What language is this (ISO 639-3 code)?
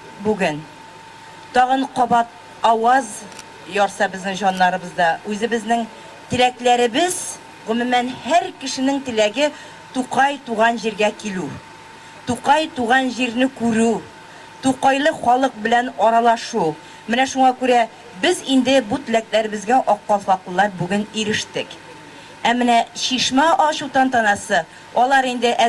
tat